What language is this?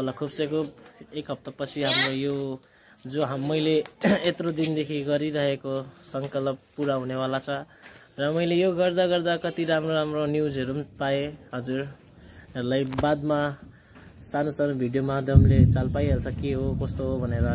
Nepali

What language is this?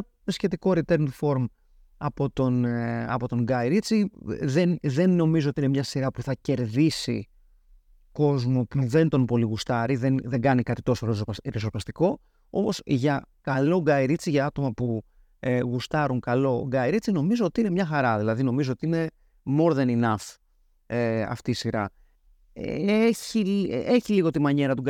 Greek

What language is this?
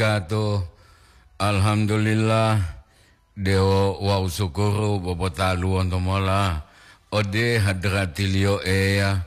Gorontalo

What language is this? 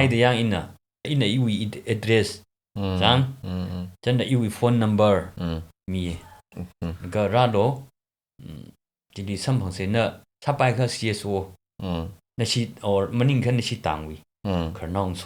Tangkhul Naga (India)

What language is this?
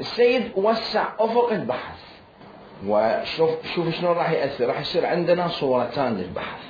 Mesopotamian Arabic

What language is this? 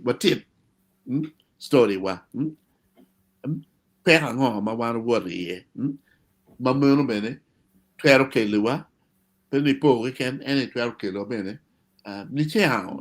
Acoli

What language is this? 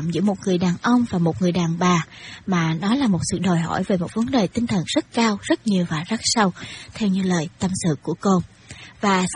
Vietnamese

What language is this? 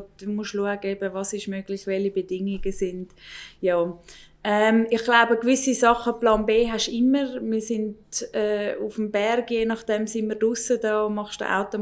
Swiss German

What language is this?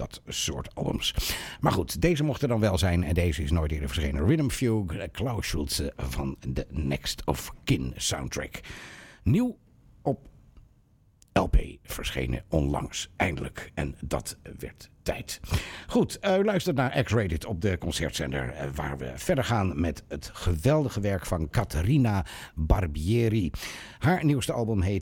Dutch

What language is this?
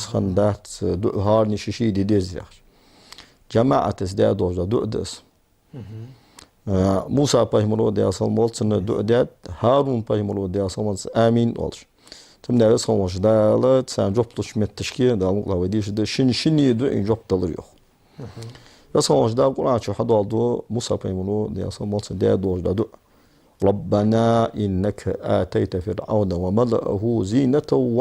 Ingush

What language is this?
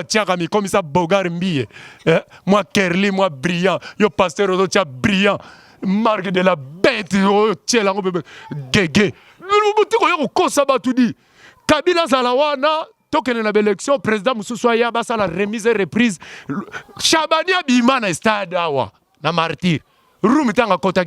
Lingala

